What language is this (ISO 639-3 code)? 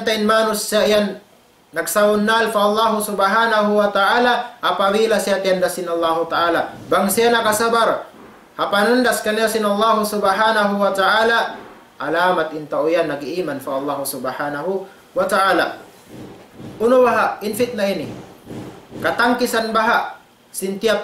tsg